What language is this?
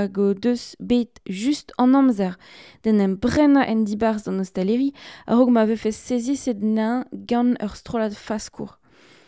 Breton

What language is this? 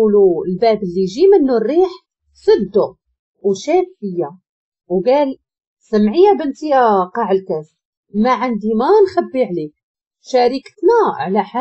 Moroccan Arabic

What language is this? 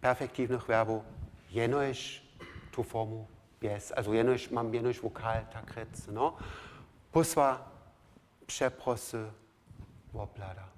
Upper Sorbian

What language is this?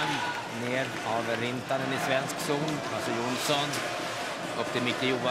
Swedish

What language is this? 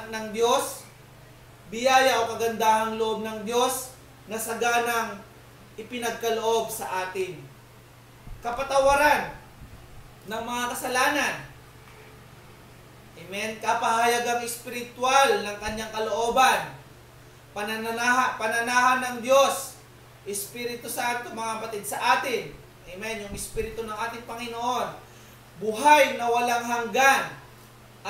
Filipino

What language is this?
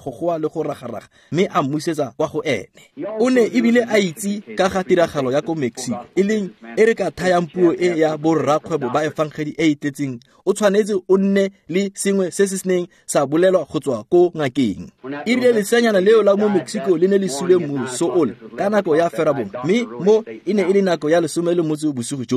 Tswana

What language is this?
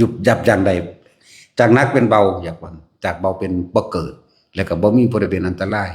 Northeastern Thai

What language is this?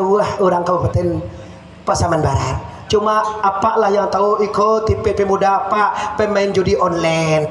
Minangkabau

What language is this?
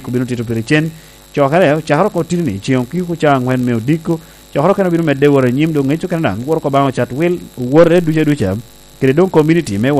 Lango (Uganda)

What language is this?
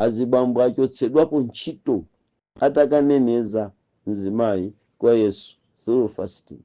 Nyanja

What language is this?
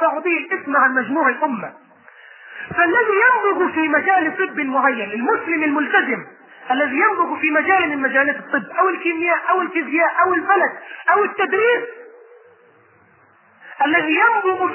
Arabic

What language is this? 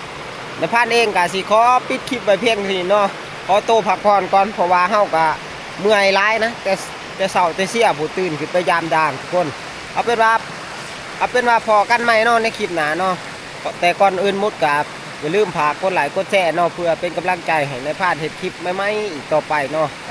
Northeastern Thai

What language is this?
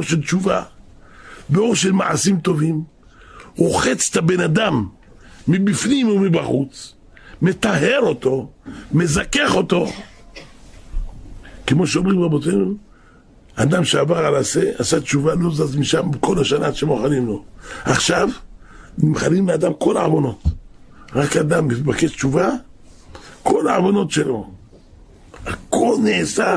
Hebrew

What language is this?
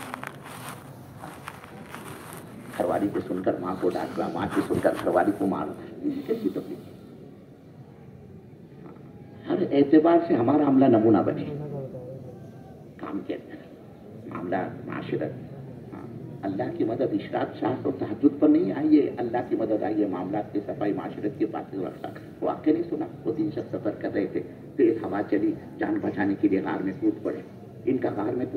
Urdu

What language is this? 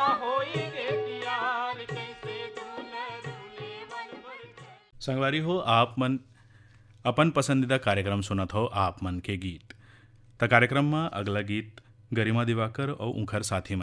Chhattisgarhi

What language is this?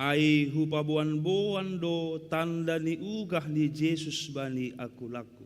Batak Simalungun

